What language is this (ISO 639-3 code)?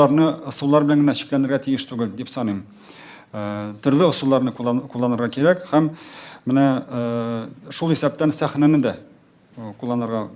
tat